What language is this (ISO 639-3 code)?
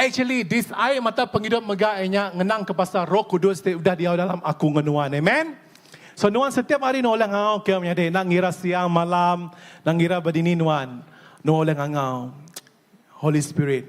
iba